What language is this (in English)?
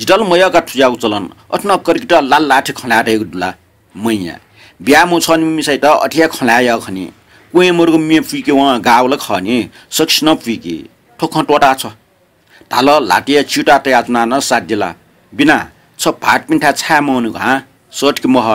Newari